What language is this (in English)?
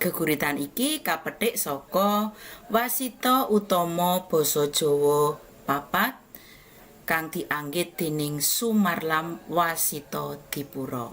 Javanese